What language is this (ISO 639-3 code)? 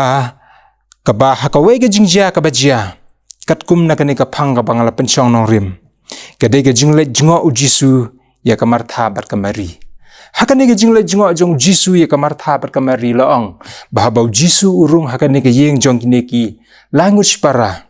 kha